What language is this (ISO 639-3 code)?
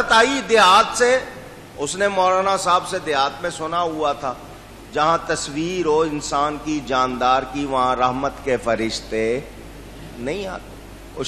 urd